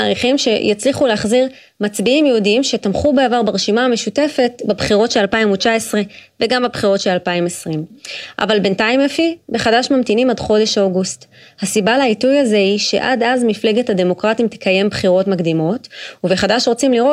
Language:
Hebrew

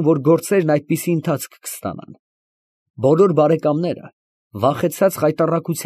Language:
Armenian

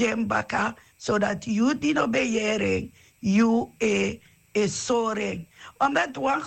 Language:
Sranan Tongo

